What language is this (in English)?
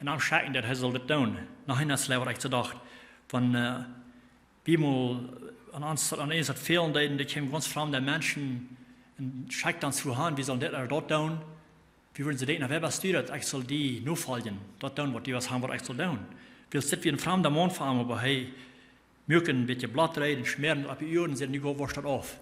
Plautdietsch